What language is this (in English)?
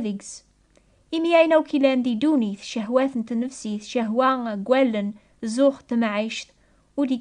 Kabyle